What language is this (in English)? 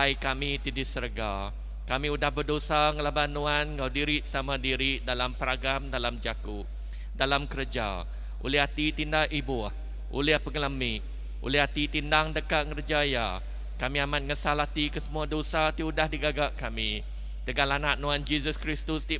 Iban